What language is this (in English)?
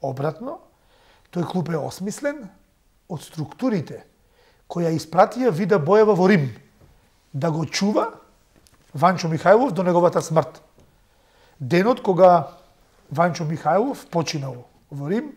Macedonian